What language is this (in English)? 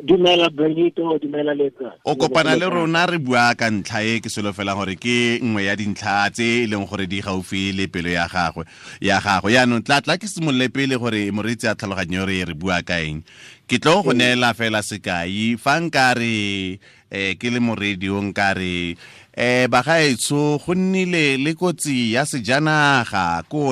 Tswana